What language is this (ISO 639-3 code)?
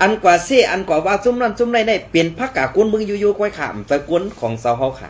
shn